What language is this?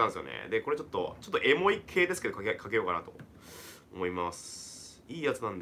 Japanese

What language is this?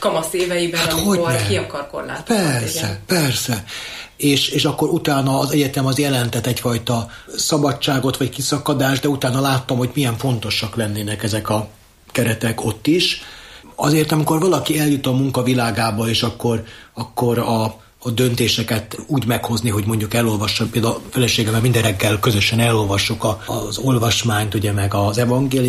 Hungarian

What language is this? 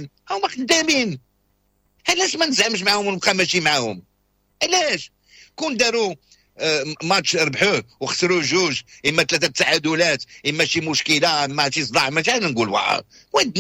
Moroccan Arabic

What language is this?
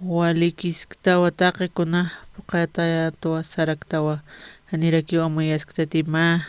Aymara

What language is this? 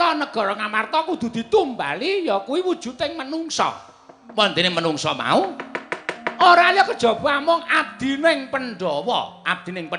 Javanese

